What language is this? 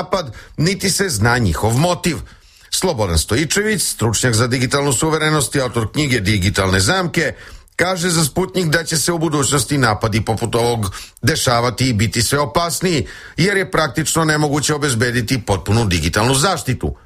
Serbian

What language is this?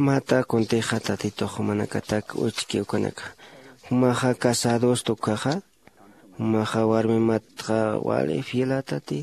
Aymara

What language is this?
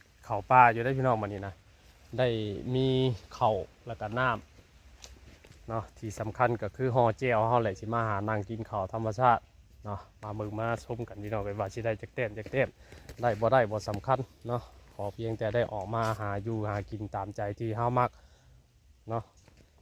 Northeastern Thai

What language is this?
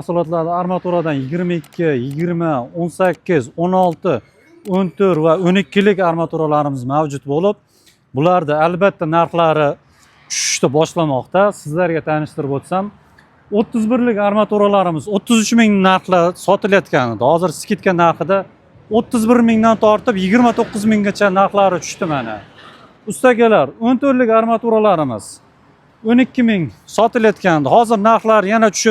Uzbek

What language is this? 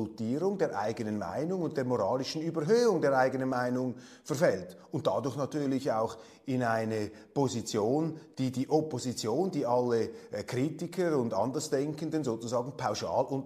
German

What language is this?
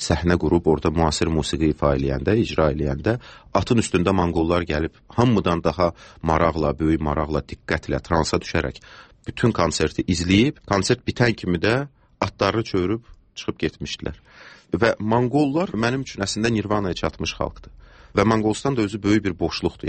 Azerbaijani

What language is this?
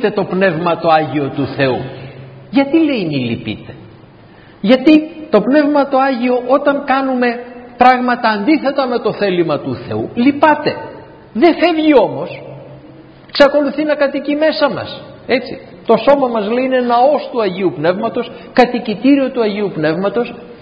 Greek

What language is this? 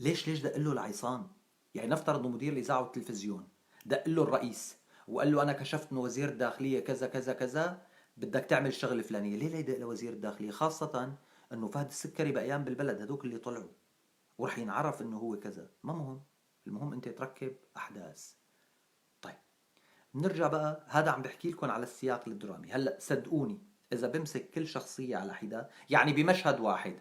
North Levantine Arabic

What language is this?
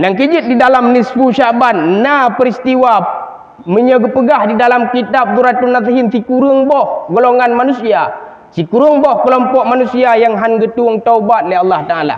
Achinese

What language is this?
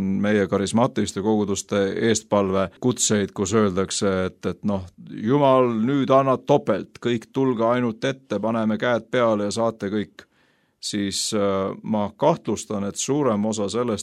Estonian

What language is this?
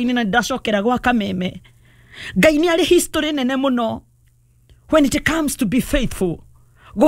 Kikuyu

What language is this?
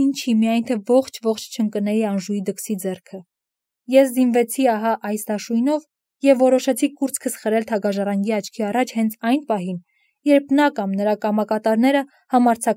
Armenian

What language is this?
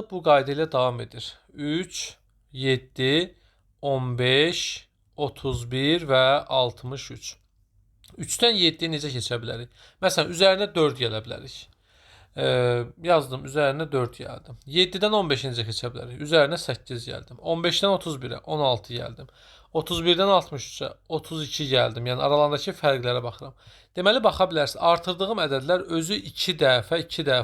Azerbaijani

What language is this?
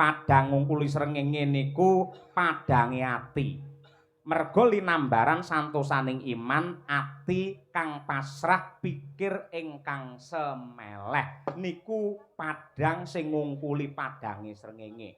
Javanese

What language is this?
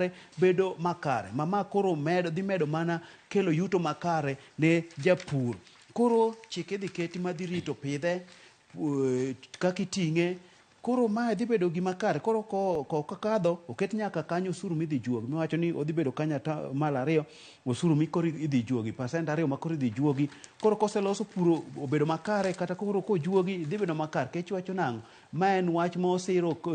Luo (Kenya and Tanzania)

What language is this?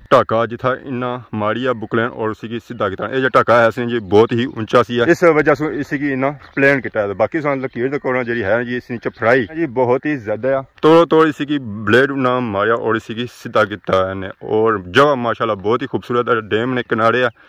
Pahari-Potwari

